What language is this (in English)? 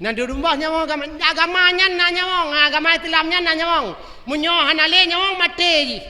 Achinese